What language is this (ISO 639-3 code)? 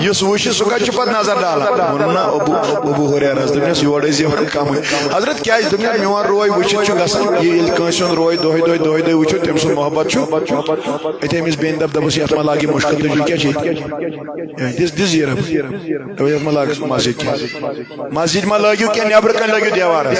kas